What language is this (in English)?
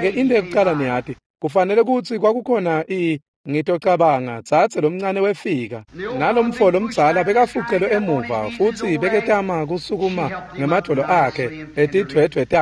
Swati